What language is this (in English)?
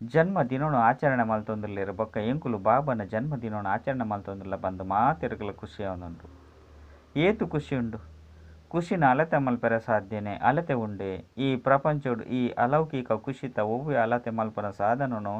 Tulu